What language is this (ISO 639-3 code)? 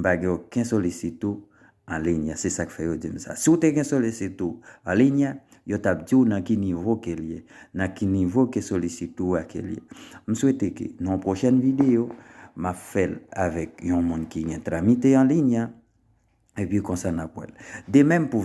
hat